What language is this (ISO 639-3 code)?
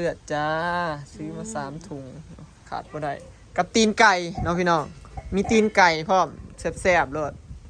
tts